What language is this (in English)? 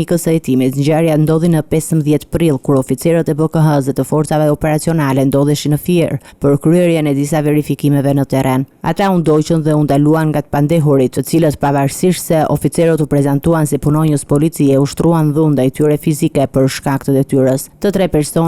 Albanian